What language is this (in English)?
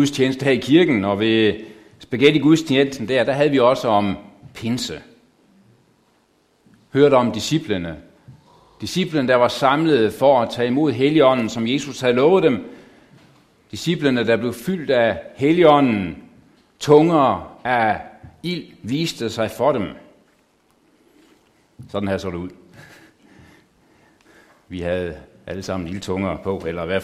Danish